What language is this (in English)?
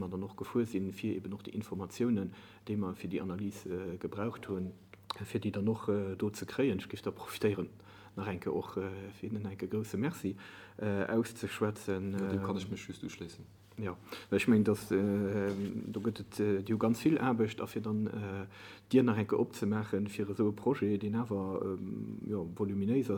Luxembourgish